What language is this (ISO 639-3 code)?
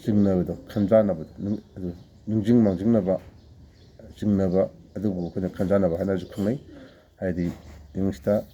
mni